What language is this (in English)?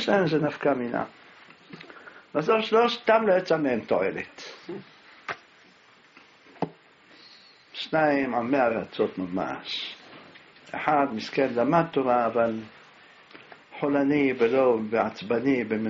Hebrew